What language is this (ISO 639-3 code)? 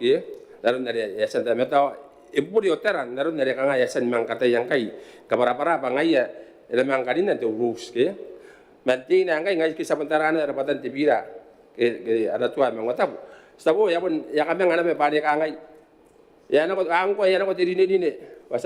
gil